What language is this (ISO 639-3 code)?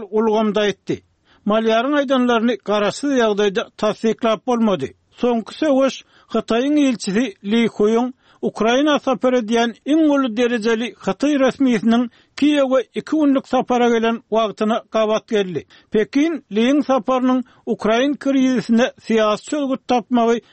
tuk